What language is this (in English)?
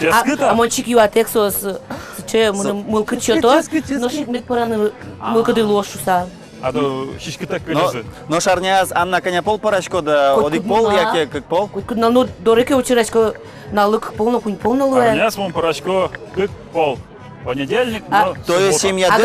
Udmurt